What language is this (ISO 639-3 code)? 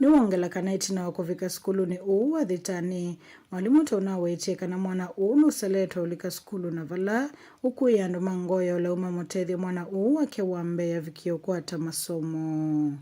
kam